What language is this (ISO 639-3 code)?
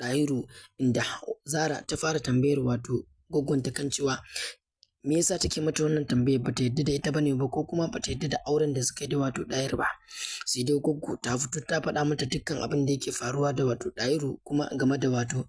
hau